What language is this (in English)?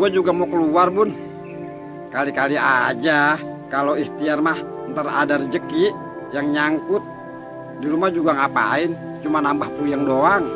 Betawi